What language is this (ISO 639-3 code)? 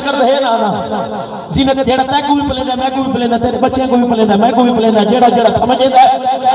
skr